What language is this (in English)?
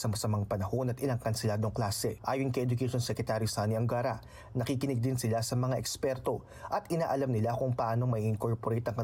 Filipino